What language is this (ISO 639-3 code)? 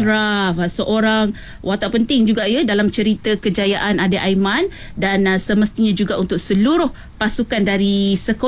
msa